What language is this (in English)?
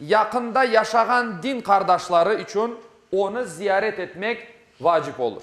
Crimean Tatar